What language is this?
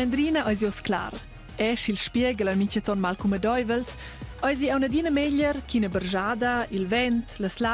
Romansh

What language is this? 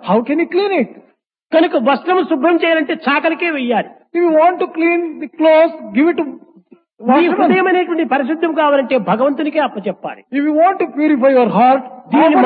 Telugu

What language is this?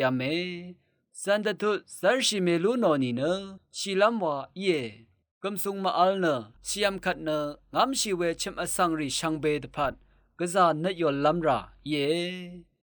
Rawang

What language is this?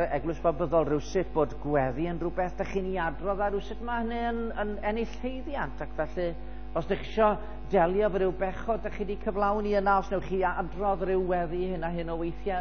Welsh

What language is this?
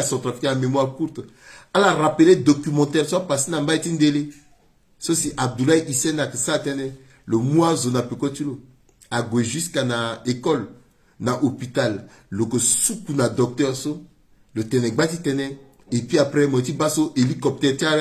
Sango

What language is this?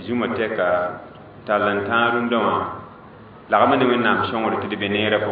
Mossi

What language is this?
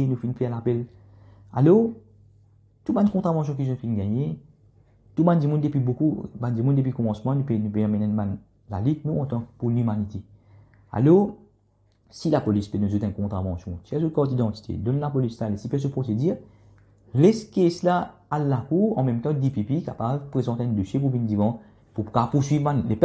Morisyen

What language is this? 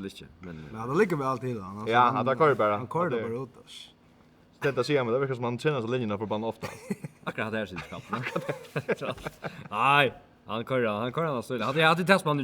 Faroese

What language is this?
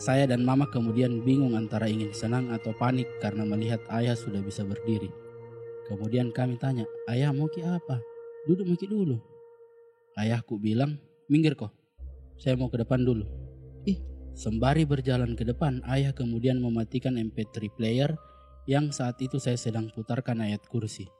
Makassar Malay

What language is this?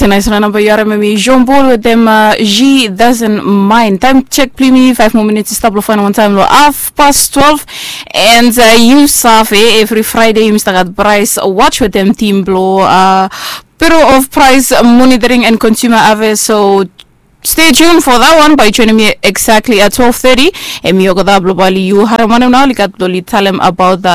Bislama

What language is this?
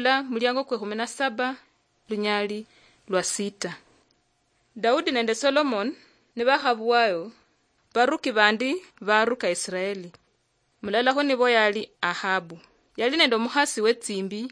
Luyia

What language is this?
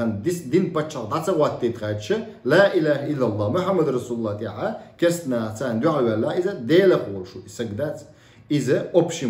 Chechen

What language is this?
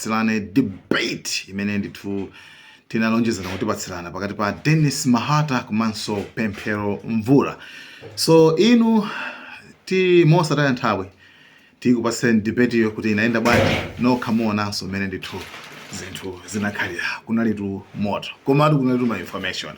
Nyanja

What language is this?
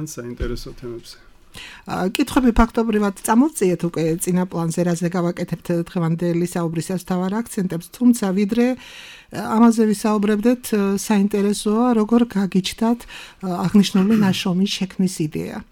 Georgian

